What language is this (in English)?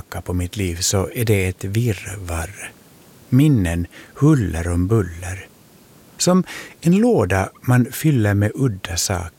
Swedish